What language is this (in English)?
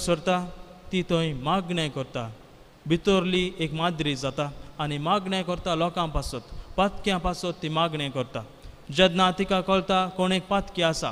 Konkani